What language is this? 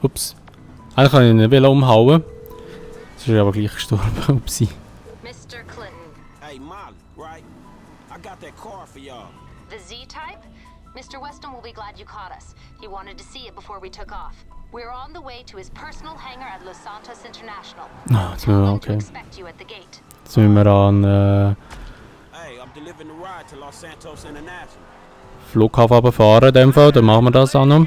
Swiss German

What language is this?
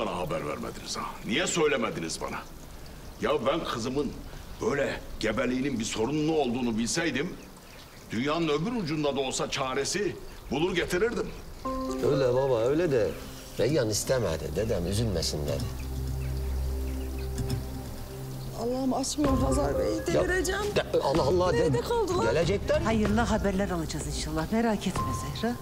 Turkish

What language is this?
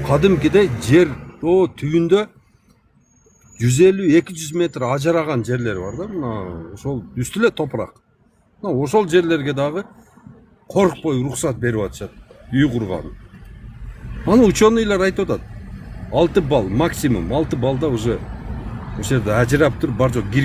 Kyrgyz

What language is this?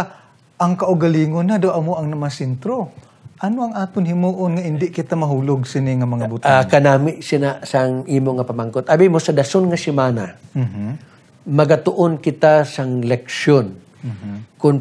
Hiligaynon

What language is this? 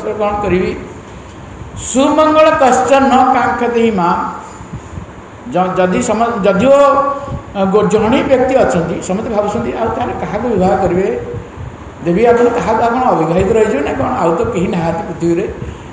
Odia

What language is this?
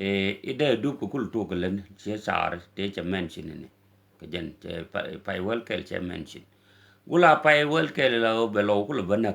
Nuer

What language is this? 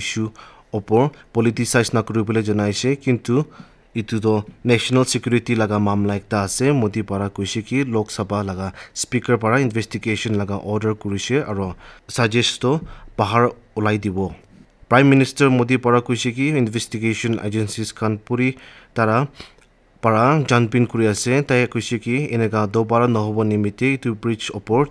Naga Pidgin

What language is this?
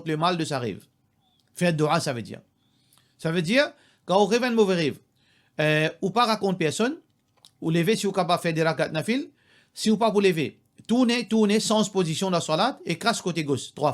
Morisyen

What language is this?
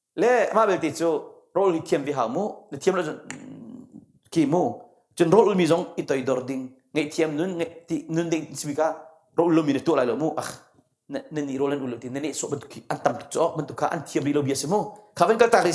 Hakha Chin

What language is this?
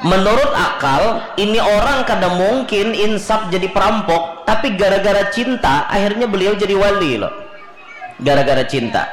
Banjar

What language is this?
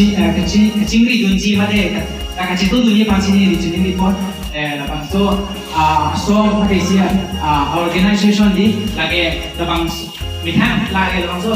Karbi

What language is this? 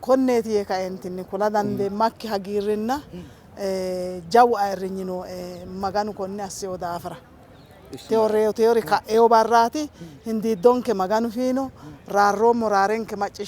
Sidamo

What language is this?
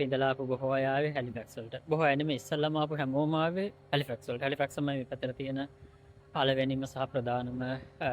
Sinhala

